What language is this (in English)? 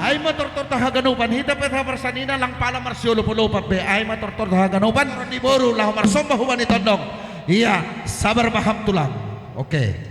Batak Simalungun